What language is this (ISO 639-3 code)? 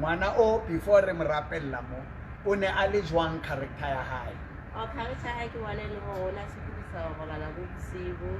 sot